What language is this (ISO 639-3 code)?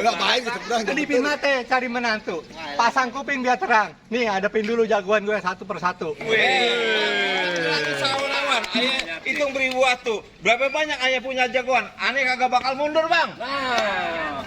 bew